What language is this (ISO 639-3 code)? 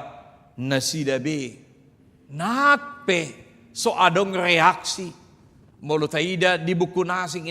bbc